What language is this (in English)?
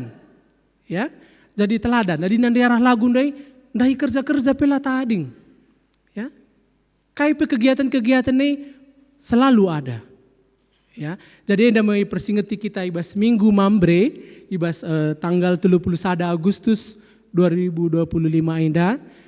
Batak Karo